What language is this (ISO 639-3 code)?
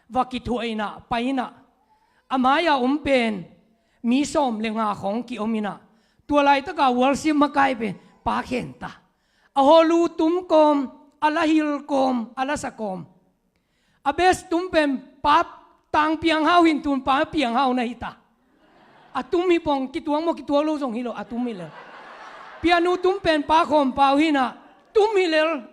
ctd